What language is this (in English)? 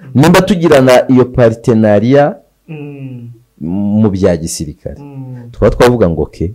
Kinyarwanda